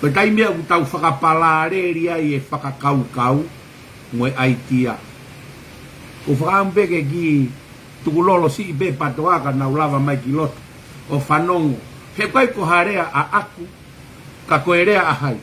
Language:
Tongan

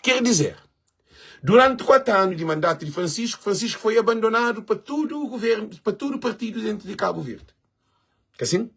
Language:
Kabuverdianu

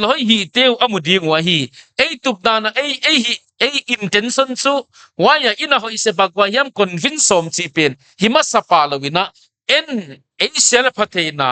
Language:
Paite Chin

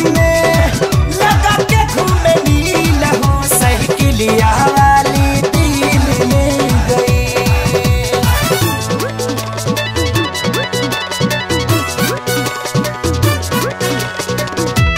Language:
Bhojpuri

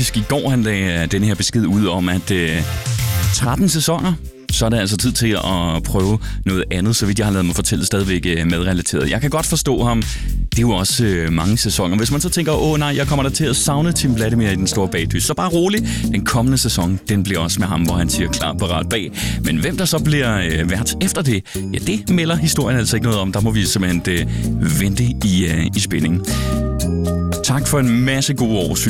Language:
Danish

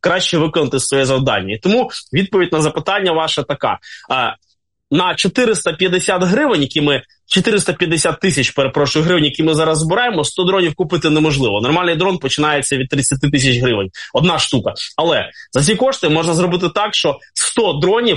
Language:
Ukrainian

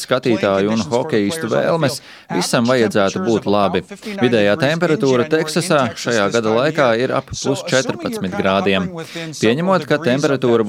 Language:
Latvian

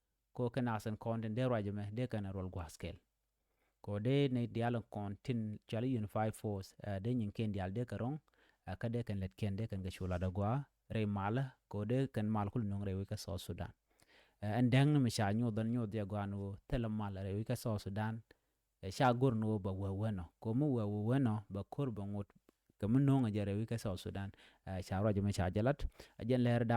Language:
Nuer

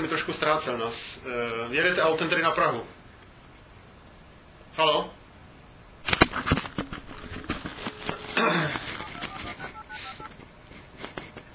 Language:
Czech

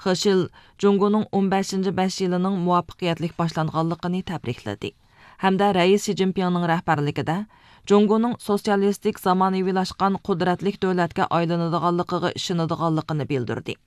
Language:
Uyghur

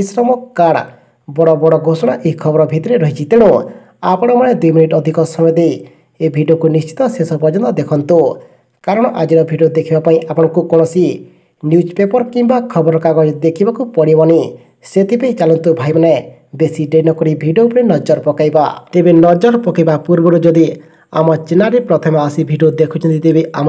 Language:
Odia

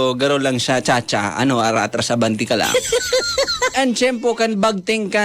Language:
Bikol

